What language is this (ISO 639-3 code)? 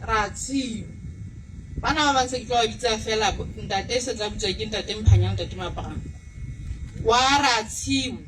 sot